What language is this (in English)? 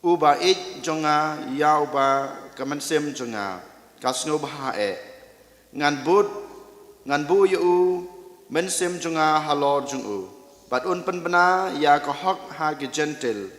Khasi